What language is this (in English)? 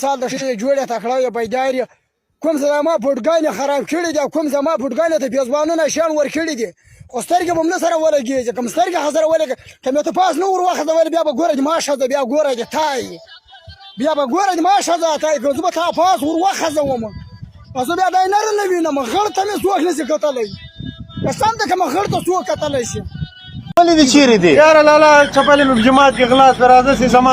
Pashto